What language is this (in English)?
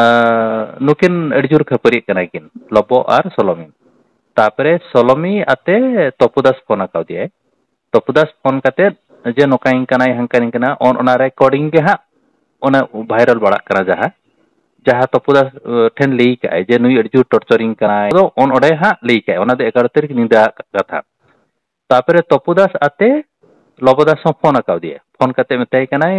Santali